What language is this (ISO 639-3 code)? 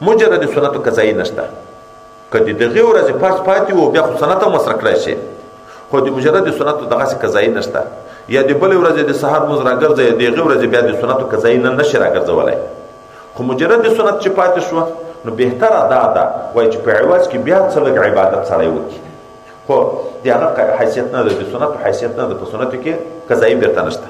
pus